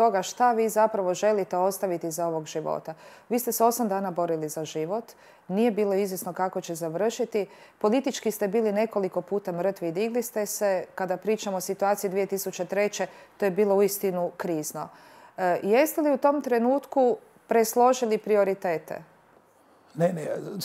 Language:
Bosnian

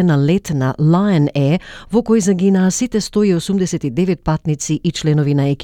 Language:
Macedonian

